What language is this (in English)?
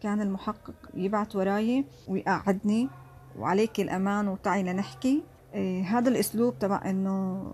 North Levantine Arabic